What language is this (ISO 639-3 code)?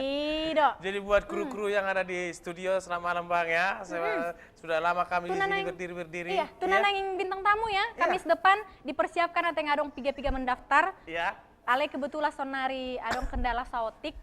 bbc